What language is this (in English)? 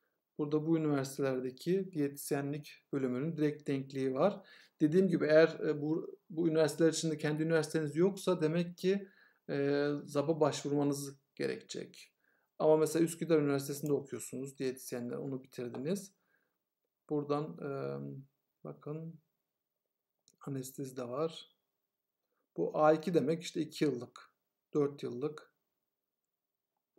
Turkish